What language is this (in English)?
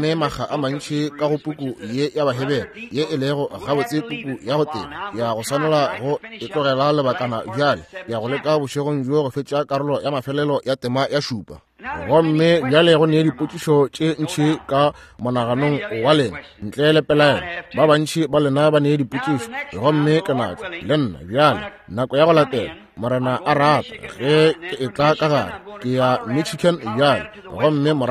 Northern Sotho